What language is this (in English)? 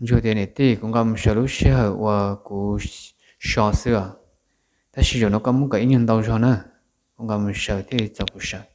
Hmong